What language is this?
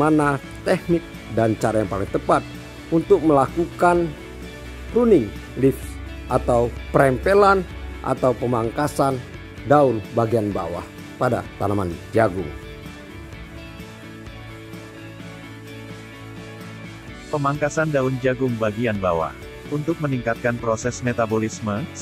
Indonesian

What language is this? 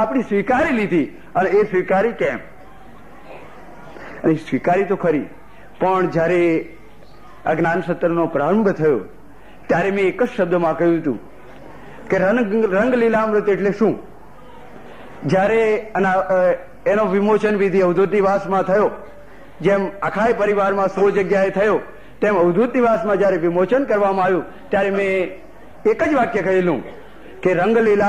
Gujarati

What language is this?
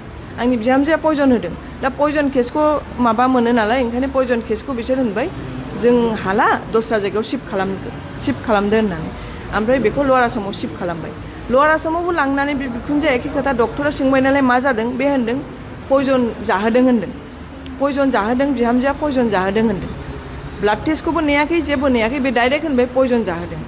Bodo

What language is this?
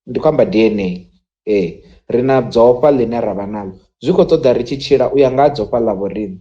Venda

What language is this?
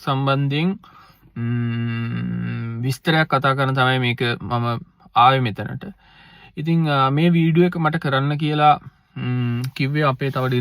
Sinhala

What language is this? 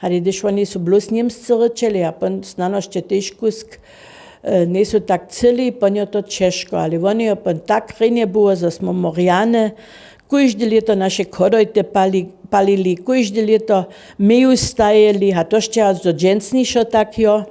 Upper Sorbian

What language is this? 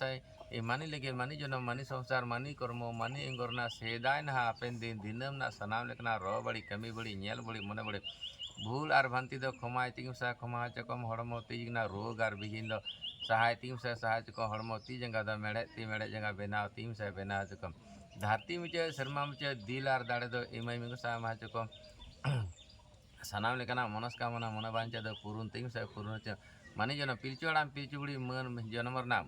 Santali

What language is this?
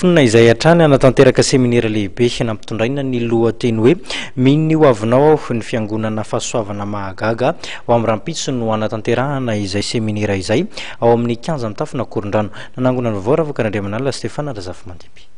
Malagasy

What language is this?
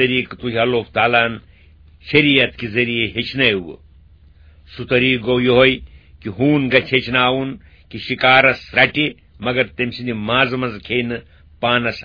Kashmiri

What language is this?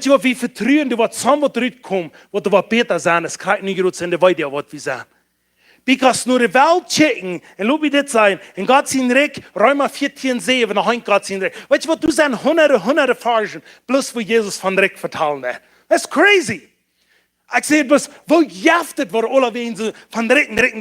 Plautdietsch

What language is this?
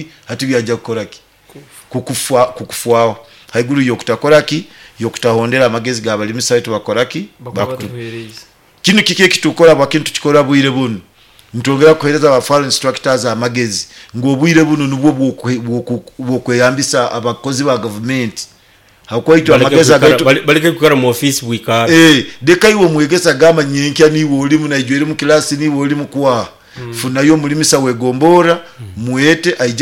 Nyoro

